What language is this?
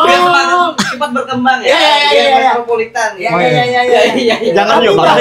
Banjar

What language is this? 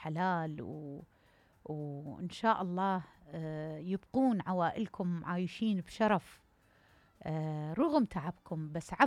Mesopotamian Arabic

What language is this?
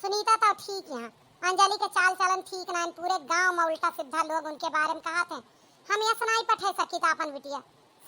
Awadhi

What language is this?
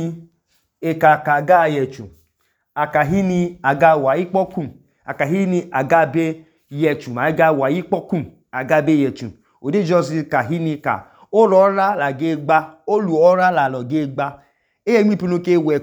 Idoma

